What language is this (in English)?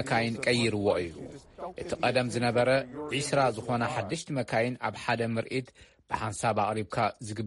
Tigrinya